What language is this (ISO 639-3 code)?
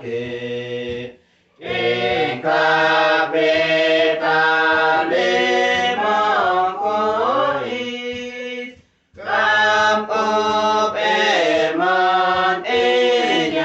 udu